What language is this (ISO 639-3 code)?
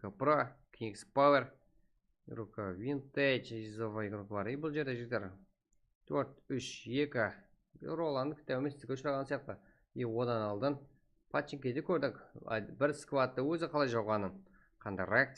kaa